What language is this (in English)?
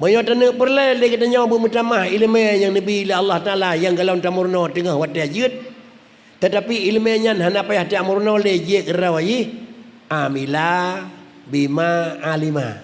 Achinese